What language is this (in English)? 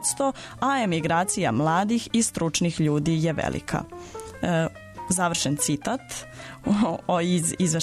Serbian